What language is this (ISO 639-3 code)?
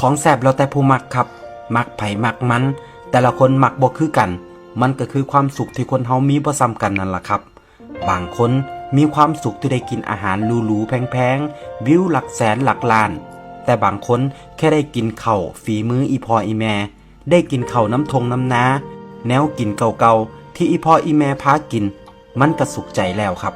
tts